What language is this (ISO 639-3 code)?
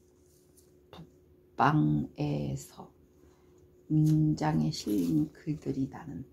kor